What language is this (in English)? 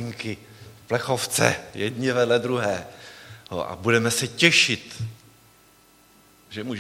Czech